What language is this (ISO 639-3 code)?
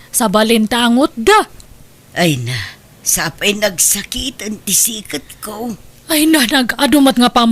ilo